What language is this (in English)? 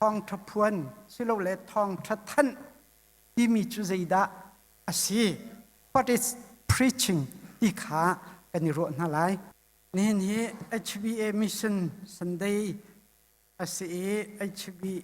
Hakha Chin